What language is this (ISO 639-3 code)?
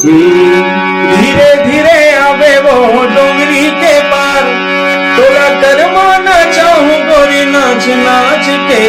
hne